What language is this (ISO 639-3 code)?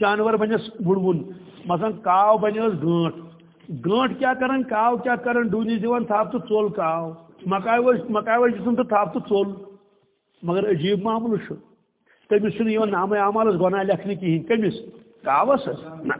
kas